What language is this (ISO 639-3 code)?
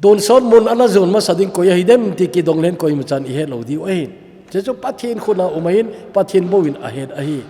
tcz